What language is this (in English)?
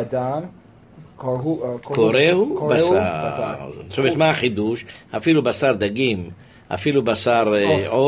Hebrew